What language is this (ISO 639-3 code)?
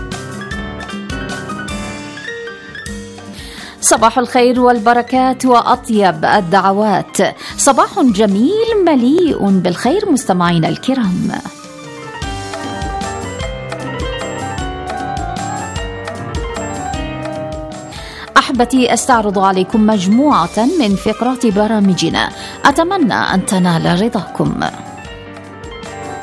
ara